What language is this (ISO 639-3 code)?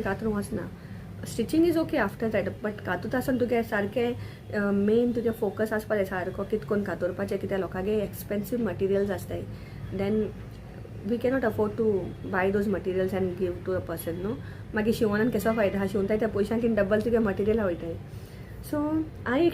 kok